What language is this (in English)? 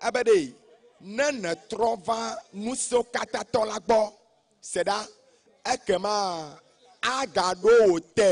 Ewe